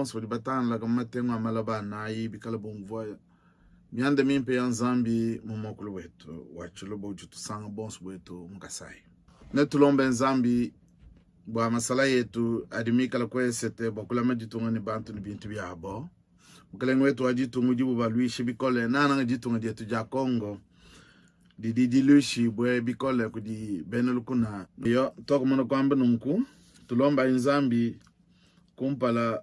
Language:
Luba-Lulua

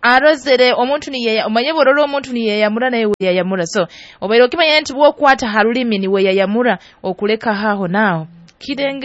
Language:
Nyoro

